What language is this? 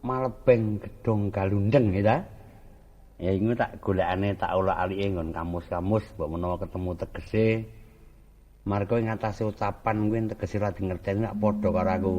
Javanese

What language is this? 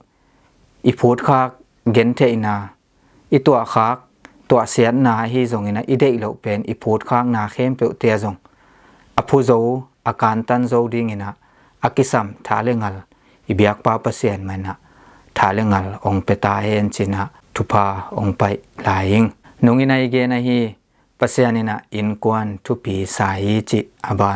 Tedim Chin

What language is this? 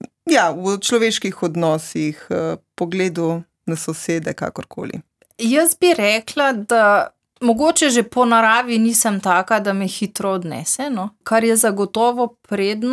Slovenian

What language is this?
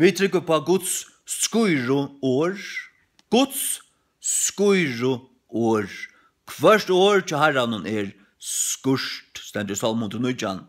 Faroese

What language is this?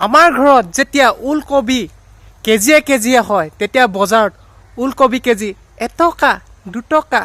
Assamese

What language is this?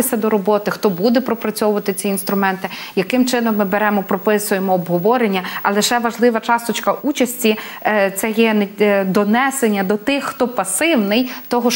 Ukrainian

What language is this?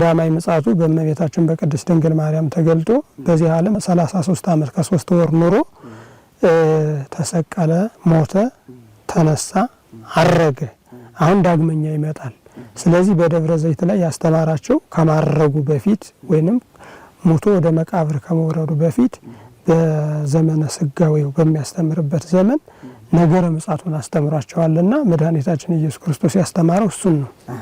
Amharic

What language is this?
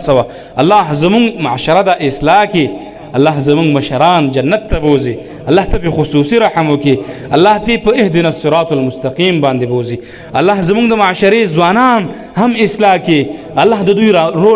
Pashto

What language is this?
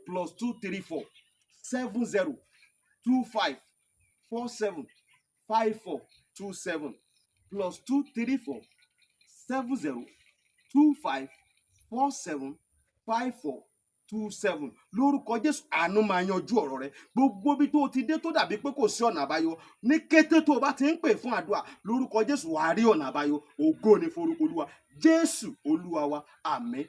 Yoruba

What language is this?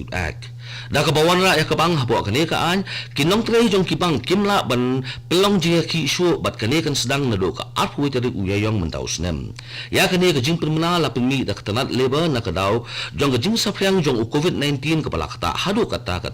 Khasi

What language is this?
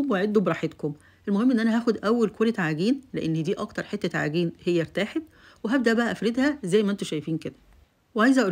Egyptian Arabic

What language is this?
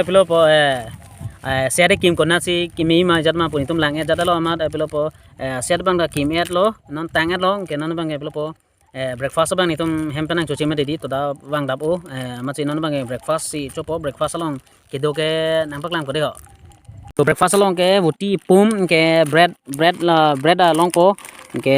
Karbi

